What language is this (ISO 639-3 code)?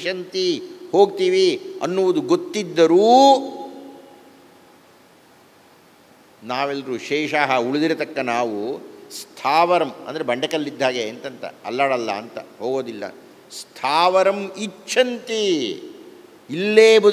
kan